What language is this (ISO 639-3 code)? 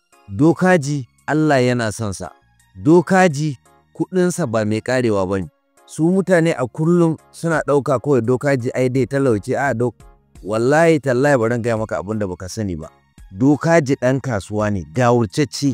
hau